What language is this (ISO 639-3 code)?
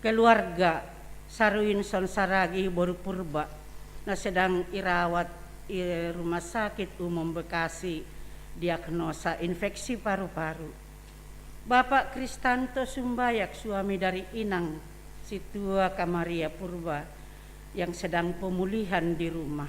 bts